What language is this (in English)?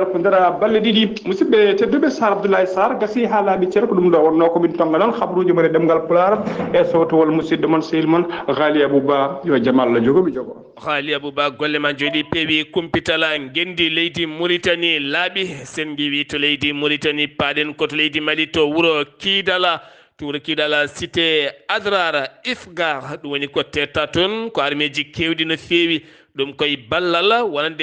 Fula